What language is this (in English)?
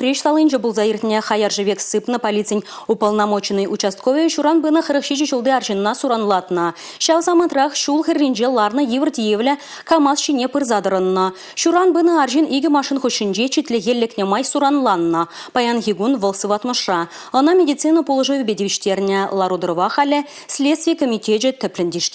Chuvash